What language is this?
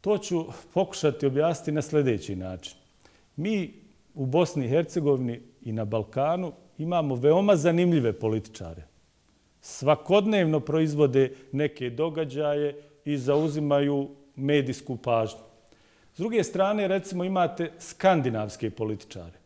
Bosnian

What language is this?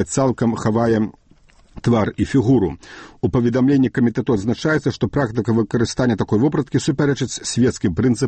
Belarusian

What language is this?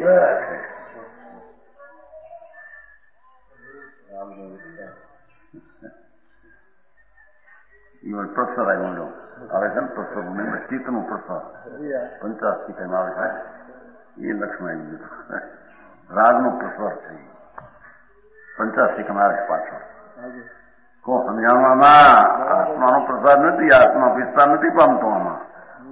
Gujarati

